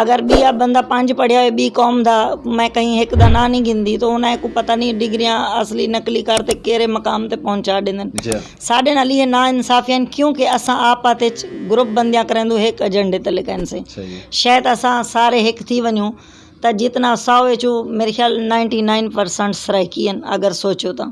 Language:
Saraiki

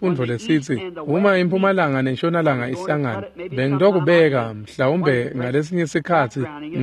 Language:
Swati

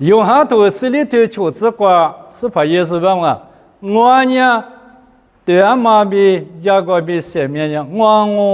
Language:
Lisu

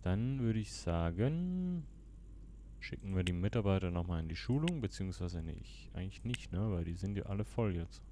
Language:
Swiss German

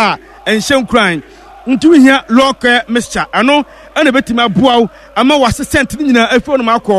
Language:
Akan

